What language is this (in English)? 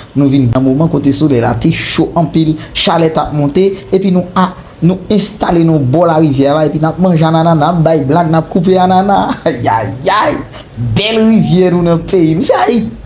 Haitian Creole